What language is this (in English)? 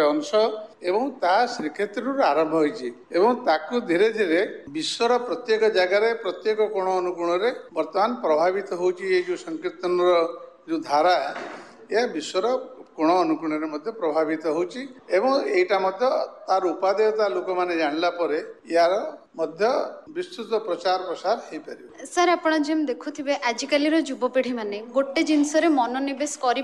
Odia